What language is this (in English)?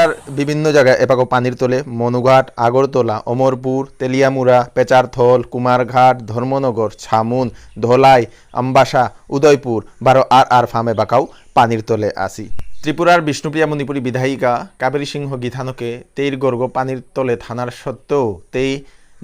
Bishnupriya